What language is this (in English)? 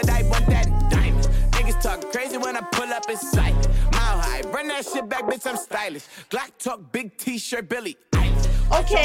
Swedish